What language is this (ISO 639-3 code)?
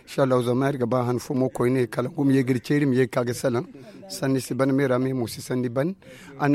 dje